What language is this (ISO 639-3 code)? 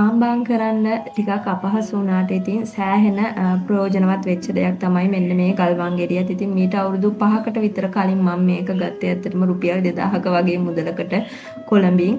sin